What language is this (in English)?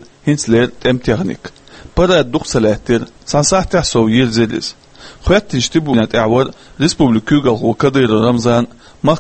Chechen